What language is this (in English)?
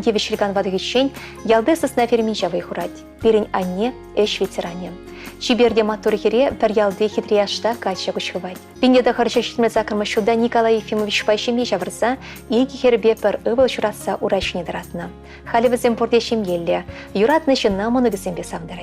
Chuvash